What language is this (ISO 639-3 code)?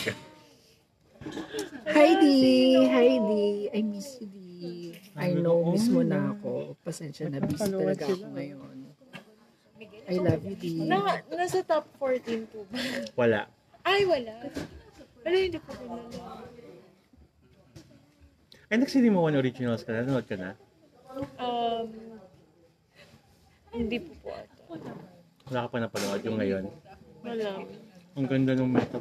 fil